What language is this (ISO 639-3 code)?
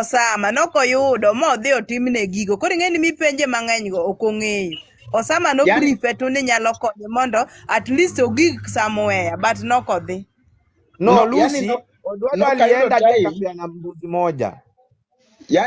luo